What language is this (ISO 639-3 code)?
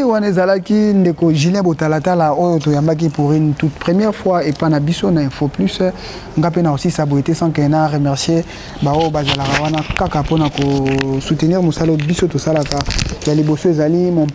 lin